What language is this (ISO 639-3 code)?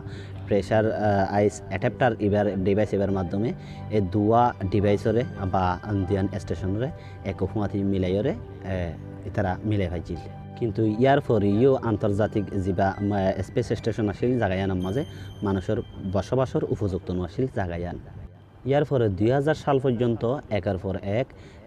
rhg